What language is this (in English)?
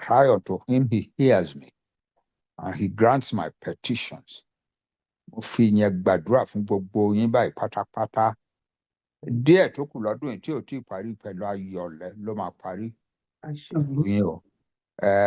Yoruba